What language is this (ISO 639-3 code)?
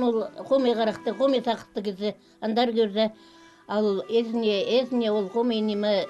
kjh